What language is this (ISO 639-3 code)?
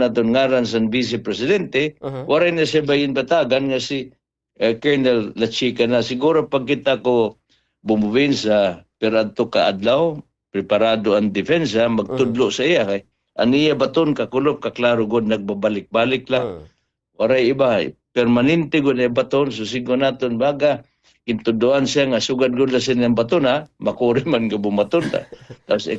war